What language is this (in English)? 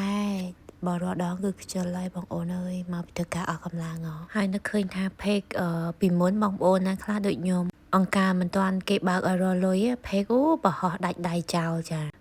Khmer